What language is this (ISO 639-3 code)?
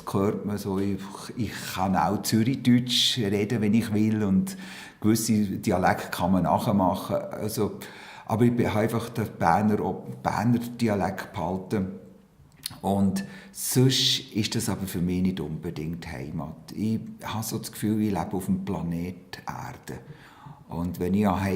gsw